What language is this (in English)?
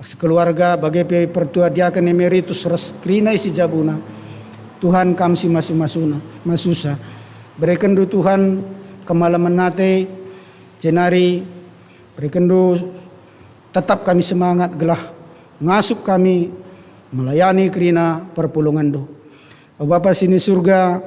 Batak Karo